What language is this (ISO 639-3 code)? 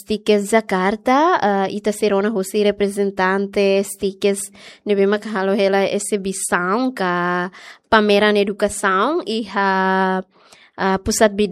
tet